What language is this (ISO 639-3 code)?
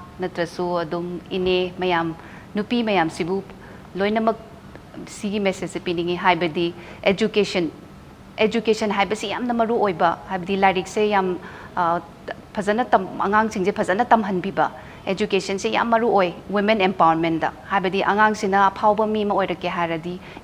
mni